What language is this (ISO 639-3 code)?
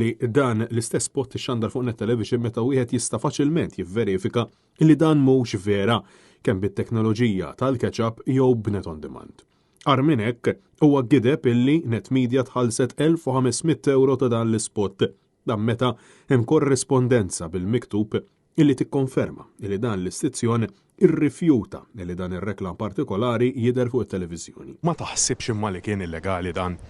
mlt